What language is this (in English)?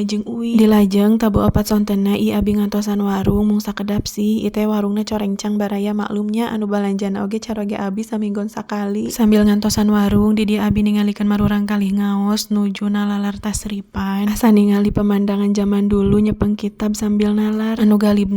Sundanese